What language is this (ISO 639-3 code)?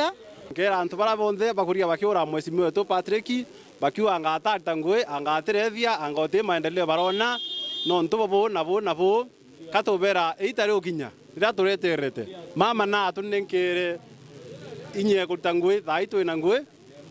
mer